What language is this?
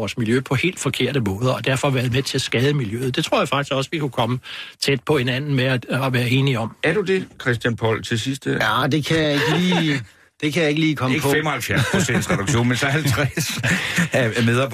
Danish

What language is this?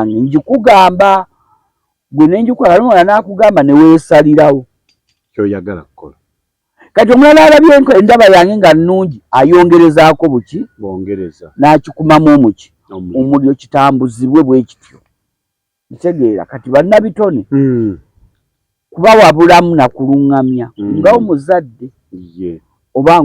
Ganda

